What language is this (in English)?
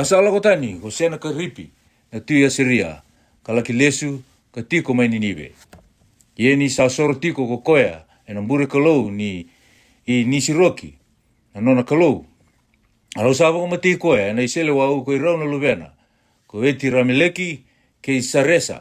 Fijian